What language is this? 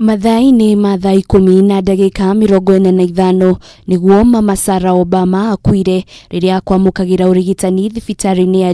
Kikuyu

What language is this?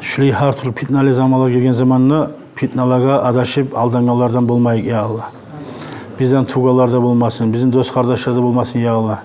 Kumyk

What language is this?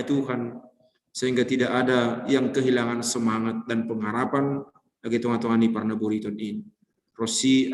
Batak Simalungun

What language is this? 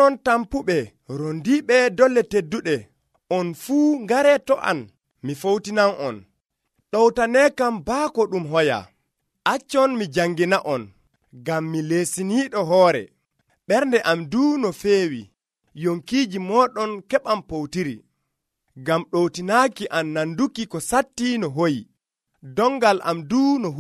Nigerian Fulfulde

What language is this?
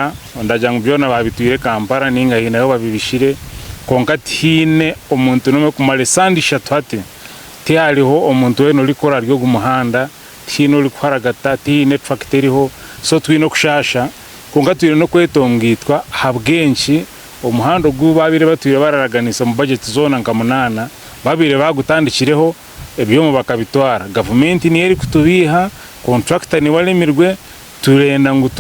Nyankole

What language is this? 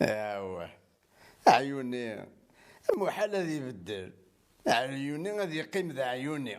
Kabyle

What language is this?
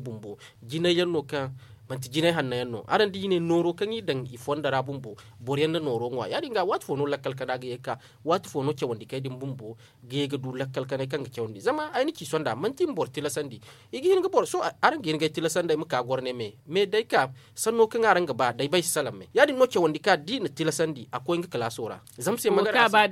Zarma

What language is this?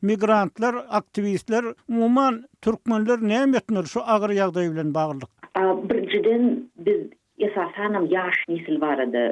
Turkmen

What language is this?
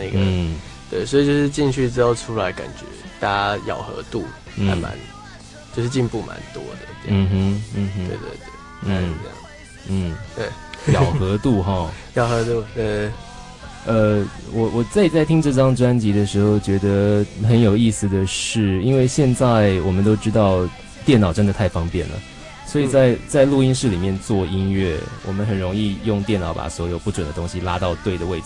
Chinese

